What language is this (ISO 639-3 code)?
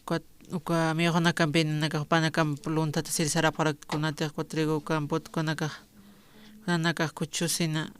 aym